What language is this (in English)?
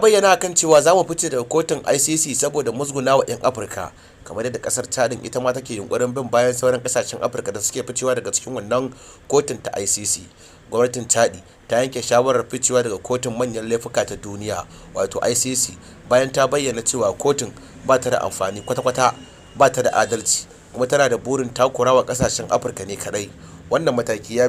Hausa